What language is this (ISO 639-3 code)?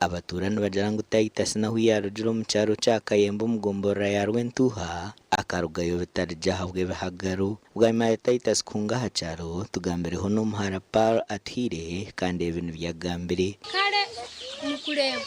nyn